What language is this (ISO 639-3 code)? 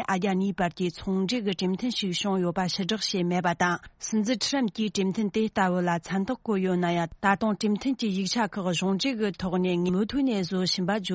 bod